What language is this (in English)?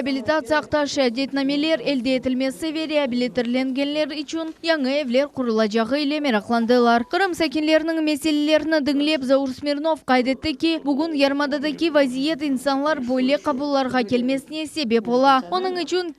Crimean Tatar